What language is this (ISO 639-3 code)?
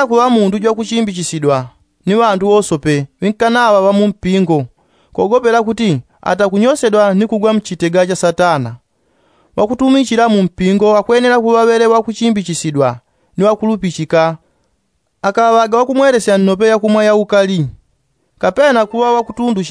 yao